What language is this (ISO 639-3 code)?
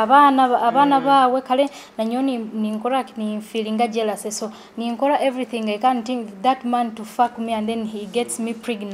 nyo